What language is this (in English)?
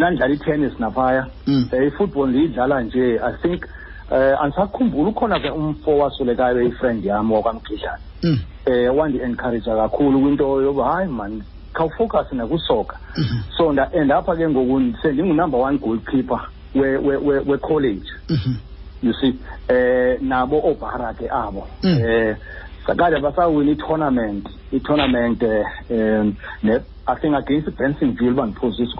Xhosa